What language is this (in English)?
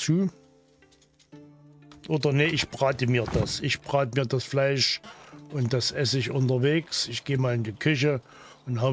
German